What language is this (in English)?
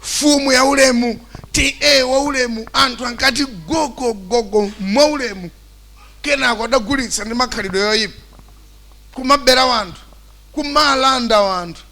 Nyanja